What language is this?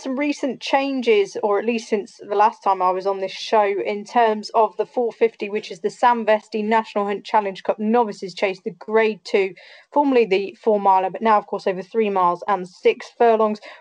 English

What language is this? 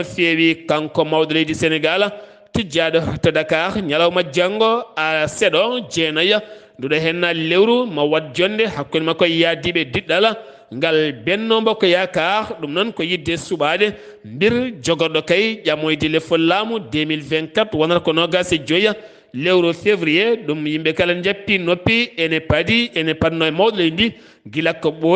Fula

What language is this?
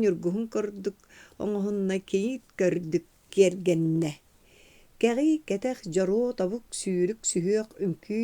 Yakut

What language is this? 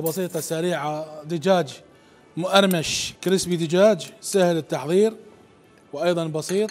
Mesopotamian Arabic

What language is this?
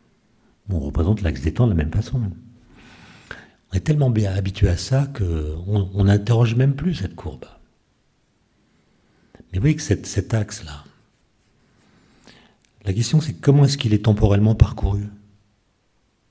French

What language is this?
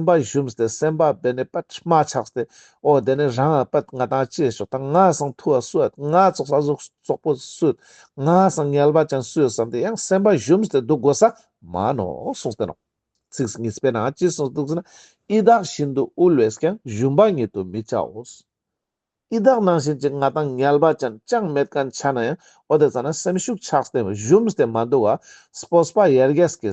Ladakhi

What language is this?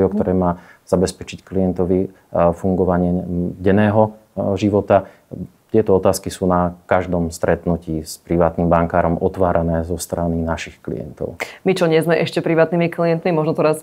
Slovak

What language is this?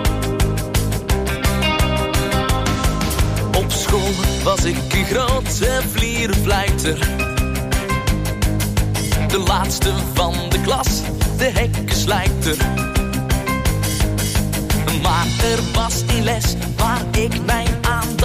Dutch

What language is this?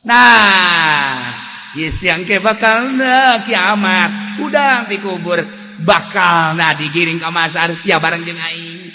Sundanese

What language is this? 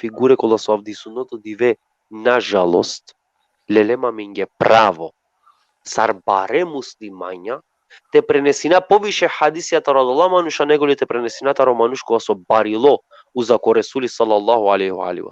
Balkan Romani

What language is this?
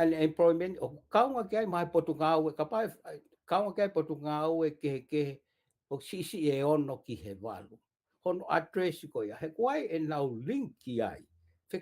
Tongan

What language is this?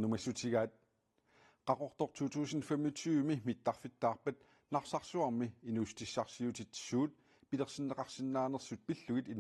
Kalaallisut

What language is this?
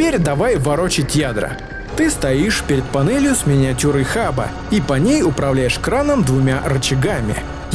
Russian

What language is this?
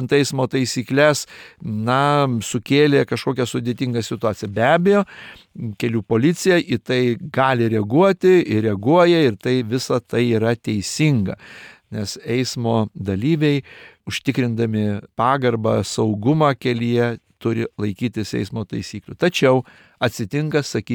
Lithuanian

